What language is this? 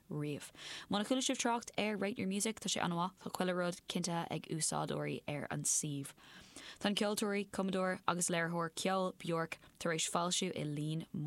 Irish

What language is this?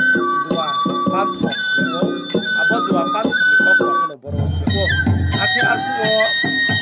Riang (India)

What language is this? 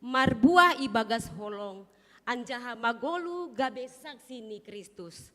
Batak Simalungun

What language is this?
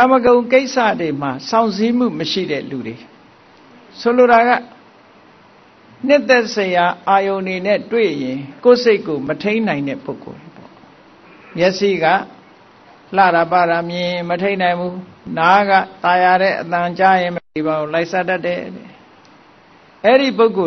Burmese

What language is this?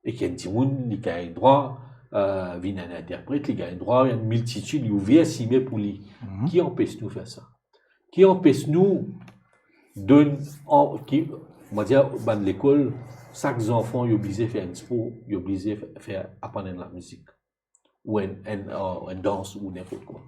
Morisyen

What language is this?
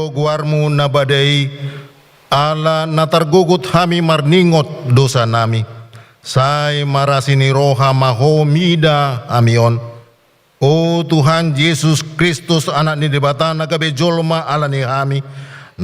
Batak Toba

